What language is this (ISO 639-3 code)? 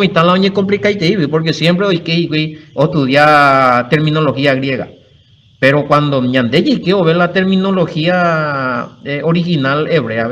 grn